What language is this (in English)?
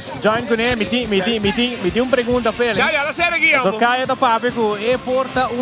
Papiamento